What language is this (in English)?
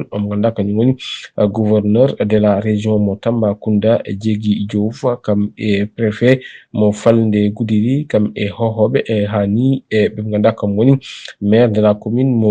Fula